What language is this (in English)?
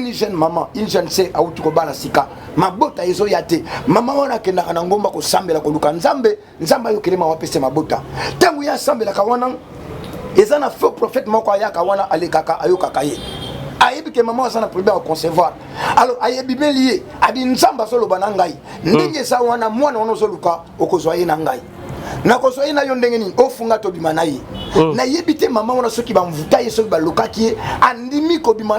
Lingala